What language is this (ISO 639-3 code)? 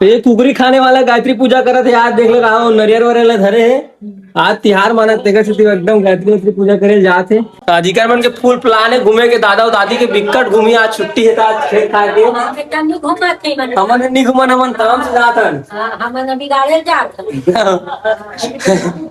hne